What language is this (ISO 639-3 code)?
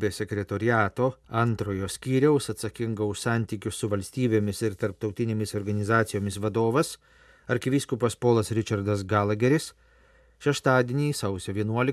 lit